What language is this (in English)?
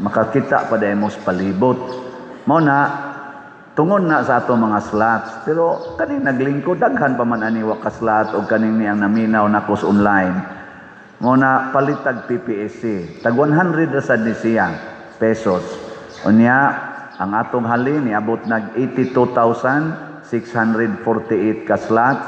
Cebuano